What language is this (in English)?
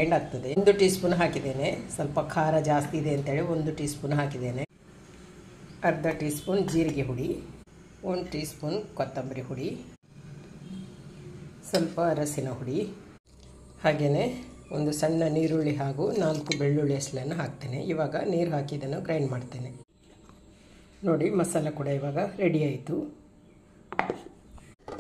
Kannada